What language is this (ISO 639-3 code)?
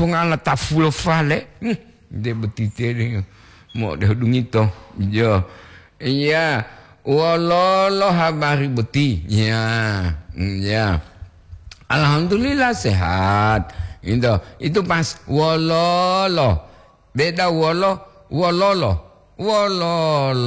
gor